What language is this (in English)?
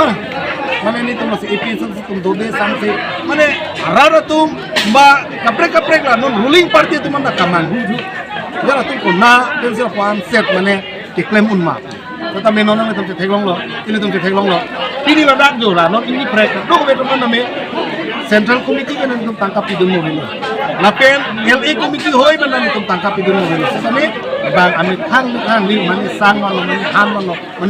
Karbi